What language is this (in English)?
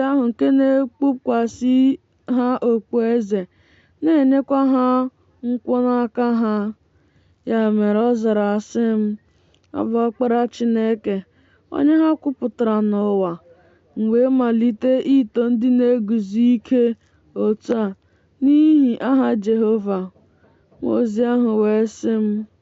Igbo